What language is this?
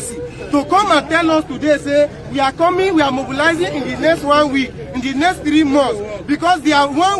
Nigerian Pidgin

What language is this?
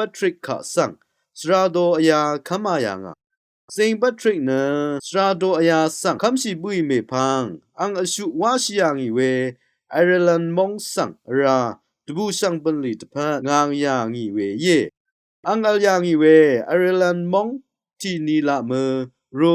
Rawang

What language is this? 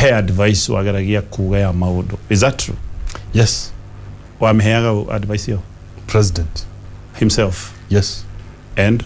Kikuyu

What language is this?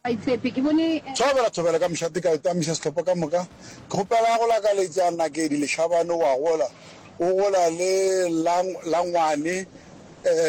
Northern Sotho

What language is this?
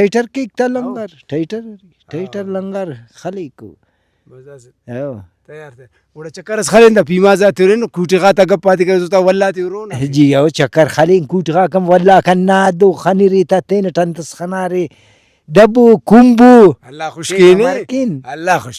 Brahui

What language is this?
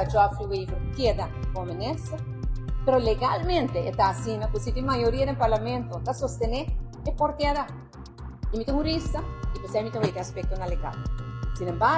Papiamento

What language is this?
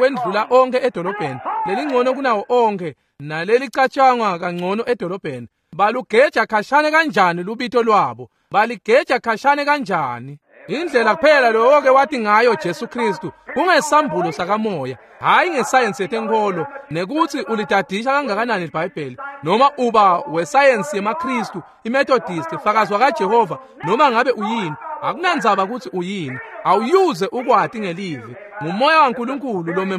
Swati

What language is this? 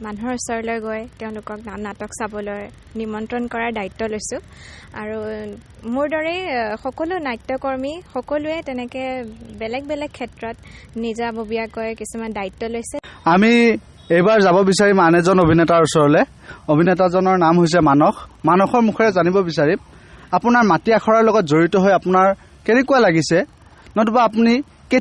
Assamese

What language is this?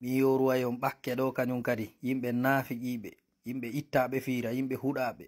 Fula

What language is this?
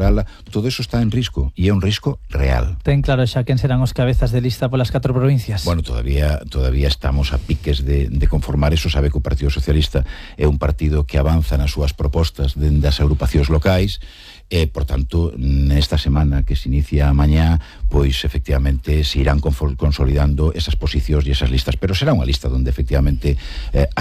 Galician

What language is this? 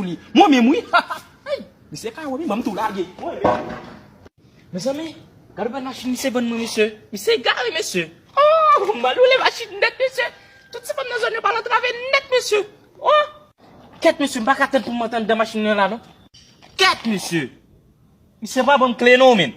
Haitian Creole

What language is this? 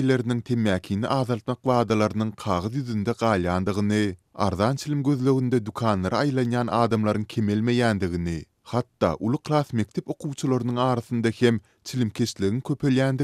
Turkmen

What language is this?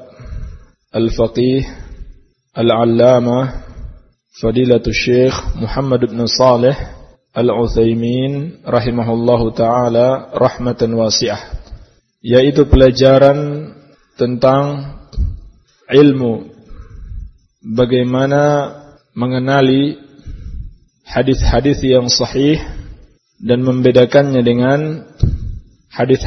Indonesian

